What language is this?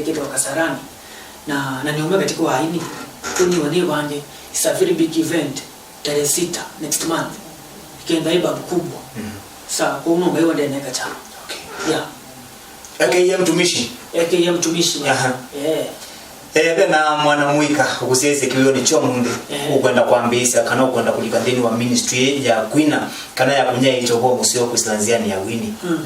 Kamba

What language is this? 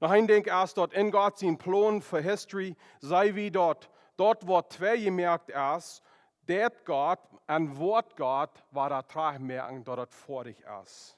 Plautdietsch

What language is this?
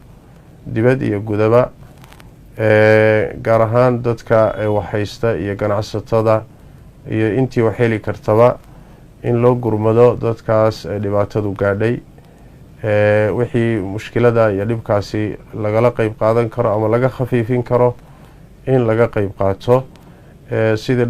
Somali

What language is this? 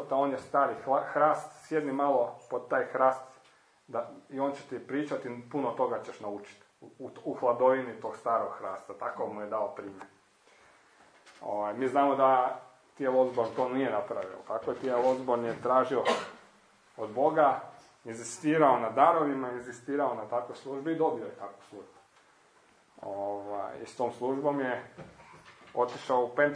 Croatian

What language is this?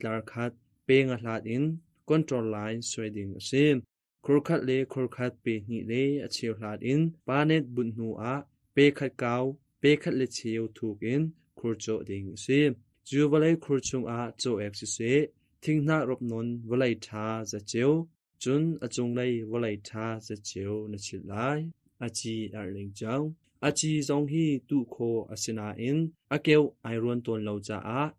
Hakha Chin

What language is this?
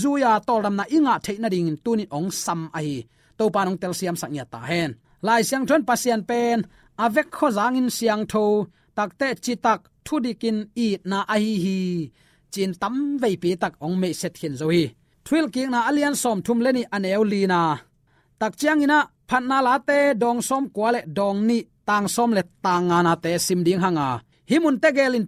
Tedim Chin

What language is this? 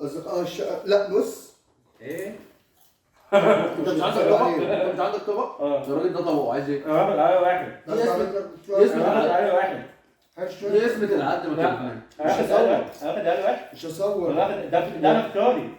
Egyptian Arabic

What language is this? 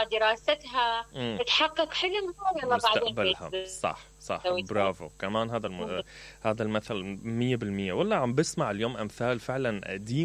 Mesopotamian Arabic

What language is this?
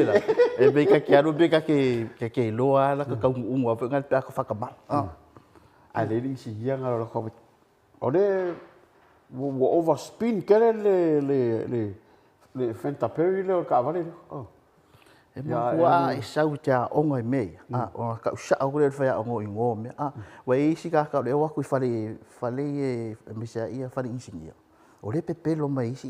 Samoan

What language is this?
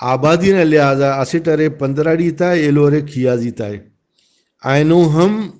Brahui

